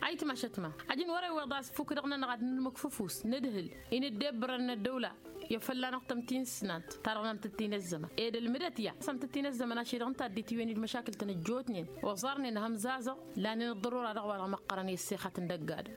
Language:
Tamasheq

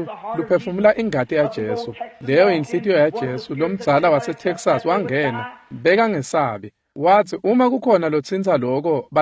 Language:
Swati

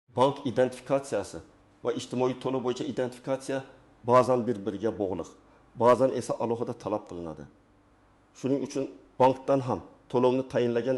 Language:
Uzbek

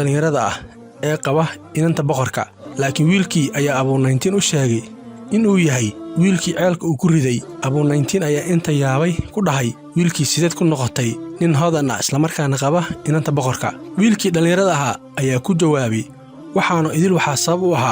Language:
Somali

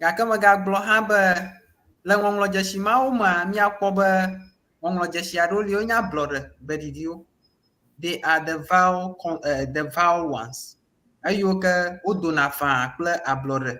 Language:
Ewe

